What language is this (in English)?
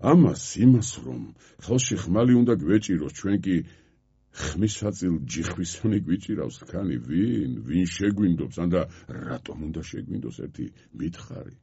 Georgian